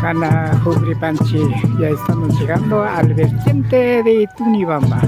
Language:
Imbabura Highland Quichua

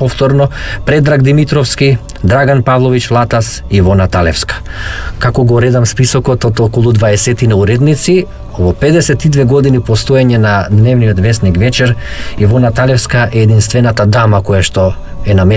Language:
Macedonian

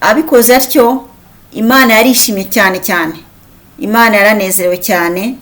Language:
Kinyarwanda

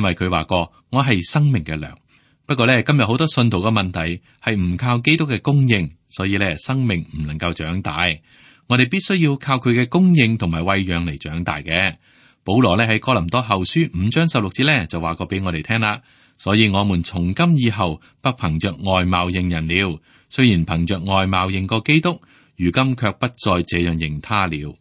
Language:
Cantonese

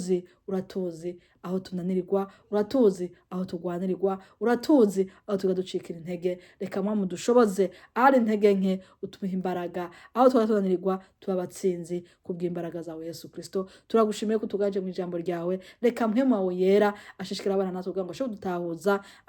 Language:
Rundi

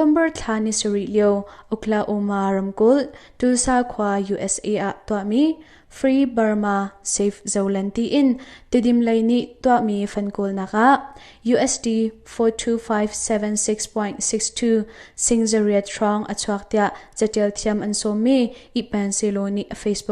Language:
Hakha Chin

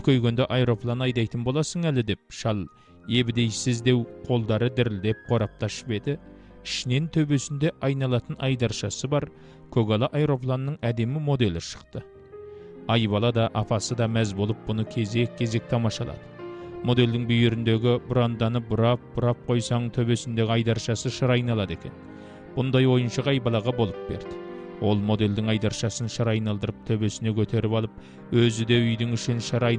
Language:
Kazakh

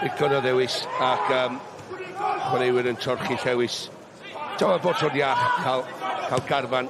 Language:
Welsh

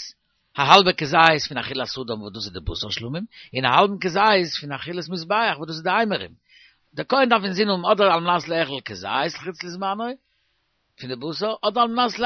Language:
Yiddish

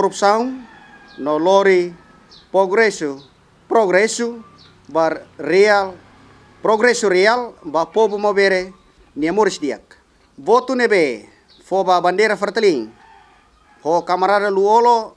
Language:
Tetum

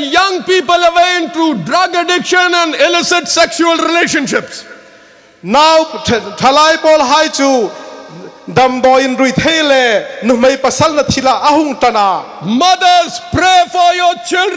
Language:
Hmar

